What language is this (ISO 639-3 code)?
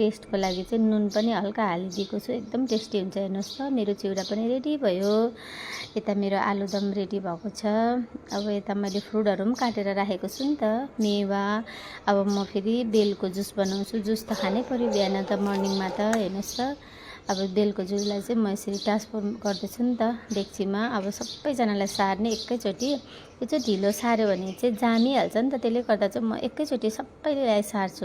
nep